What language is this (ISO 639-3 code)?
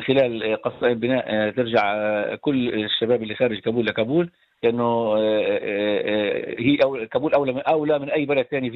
apc